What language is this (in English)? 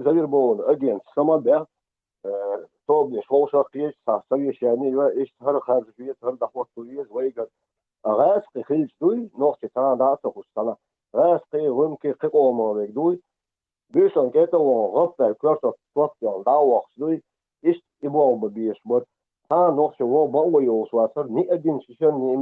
Chechen